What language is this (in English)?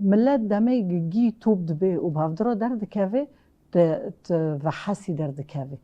Kurdish